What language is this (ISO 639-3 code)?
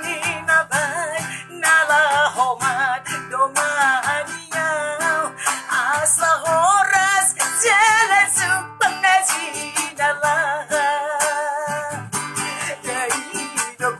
bbc